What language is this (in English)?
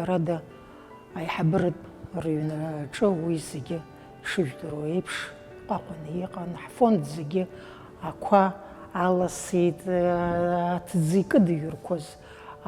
Abkhazian